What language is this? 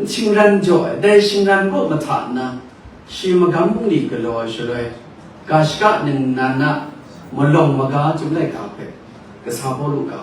Kachin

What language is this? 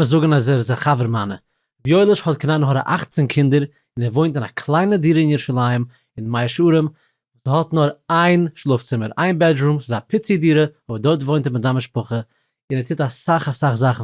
Yiddish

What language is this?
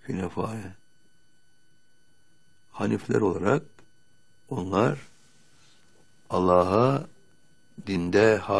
Turkish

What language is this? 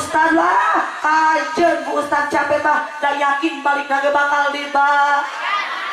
Sundanese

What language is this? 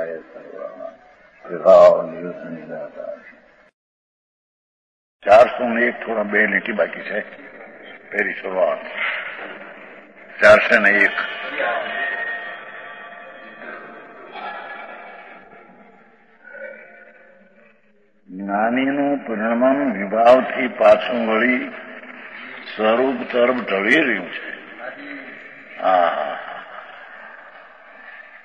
Gujarati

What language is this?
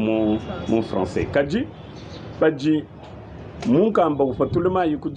Luba-Lulua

